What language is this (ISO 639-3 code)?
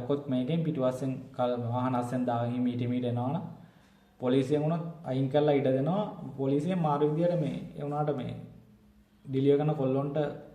sin